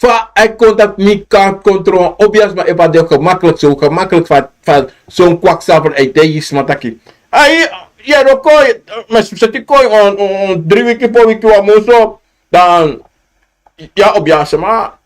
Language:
Sranan Tongo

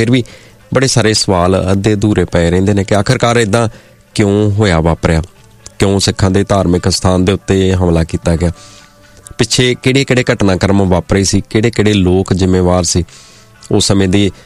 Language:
Punjabi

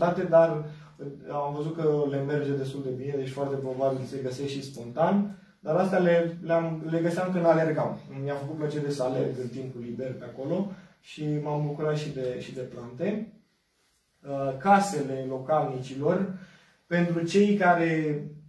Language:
Romanian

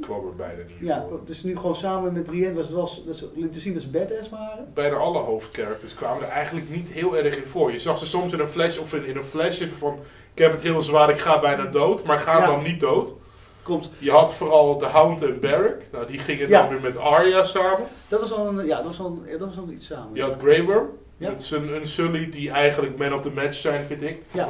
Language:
Dutch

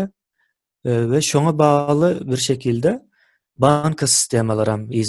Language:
Turkmen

